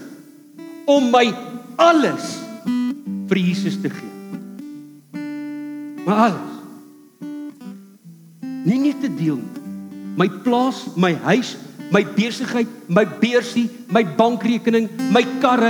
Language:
Afrikaans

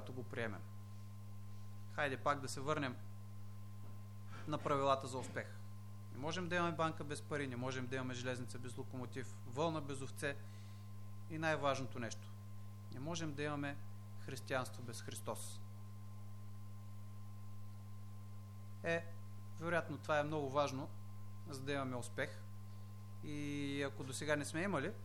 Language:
Bulgarian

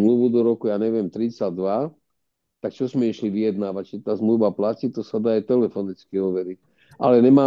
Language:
Slovak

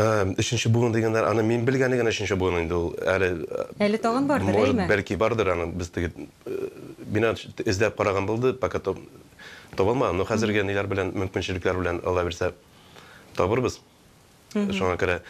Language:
Tatar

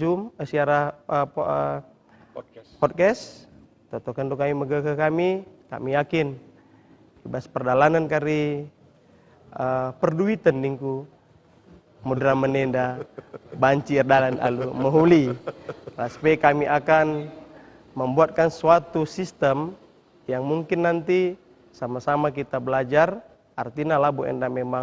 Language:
Batak Karo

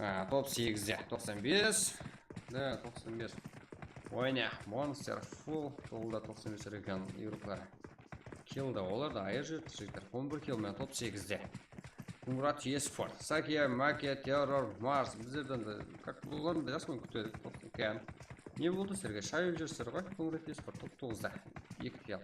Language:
Kara-Kalpak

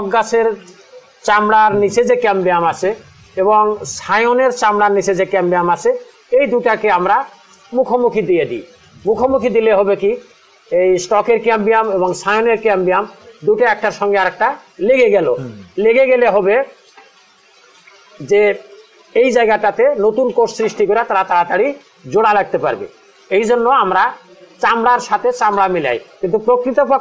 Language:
Bangla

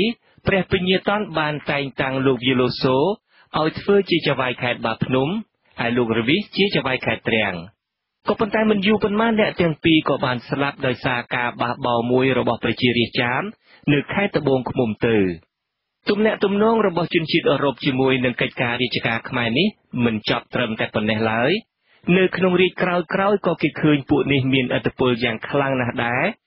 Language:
Khmer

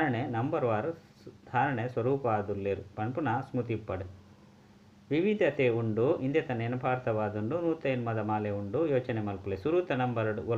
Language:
Tulu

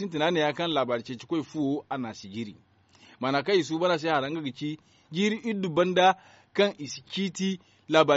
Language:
Zarma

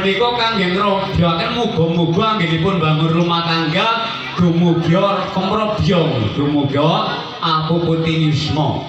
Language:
Javanese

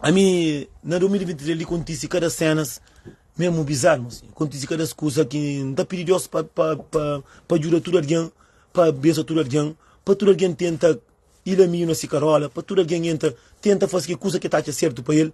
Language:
Kabuverdianu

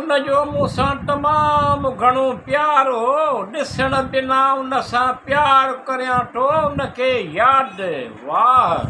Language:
Sindhi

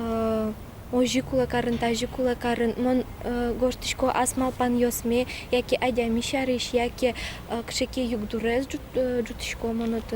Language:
Udmurt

